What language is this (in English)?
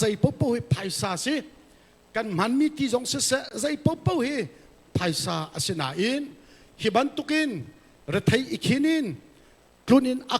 Hakha Chin